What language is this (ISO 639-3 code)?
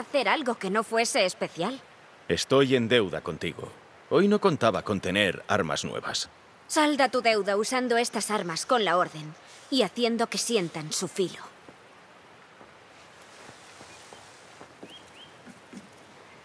spa